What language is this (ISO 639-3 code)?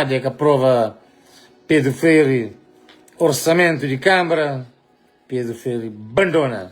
kea